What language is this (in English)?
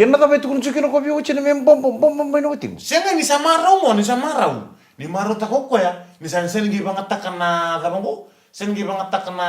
Fijian